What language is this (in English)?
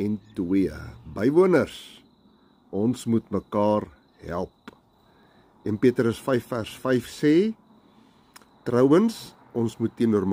Afrikaans